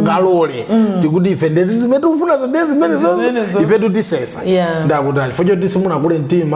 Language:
Nyanja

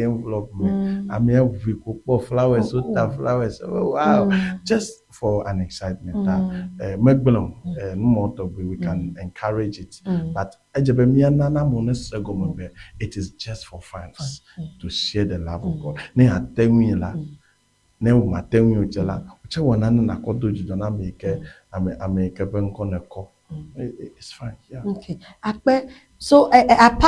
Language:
Ewe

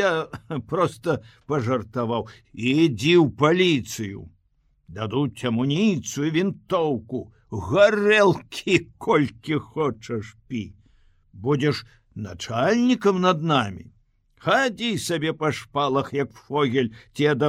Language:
Belarusian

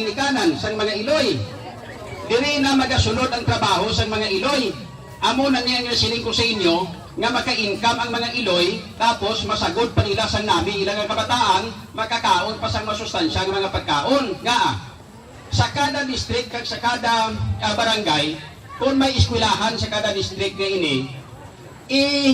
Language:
Hiligaynon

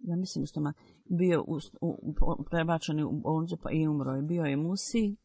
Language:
Bosnian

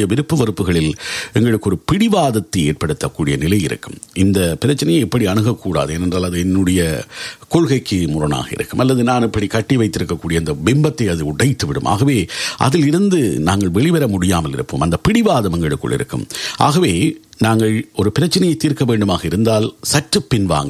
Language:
Tamil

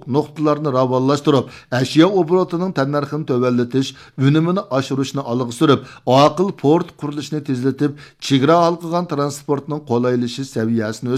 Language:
Uyghur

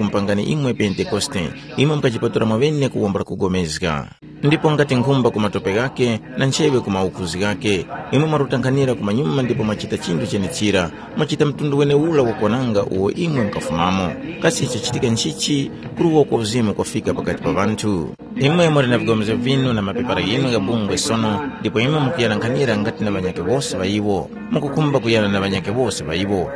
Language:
Tumbuka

